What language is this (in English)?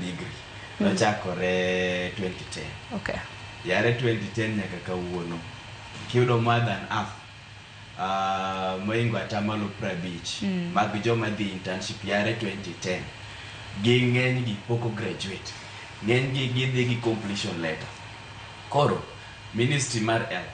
Luo (Kenya and Tanzania)